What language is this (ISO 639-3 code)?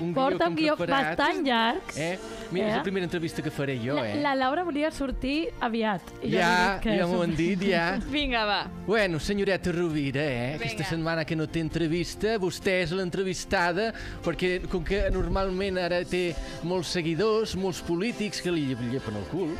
cat